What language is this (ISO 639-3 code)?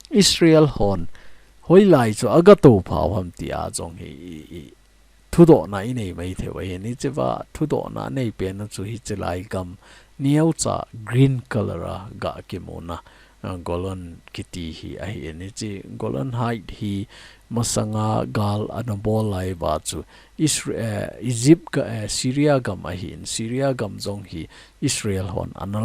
tcz